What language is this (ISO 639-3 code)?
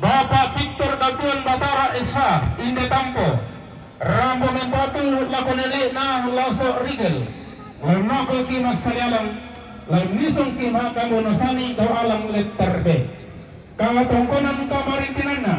sda